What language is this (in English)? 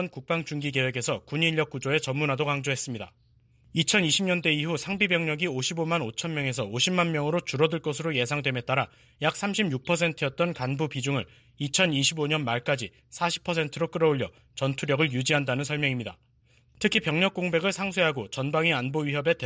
Korean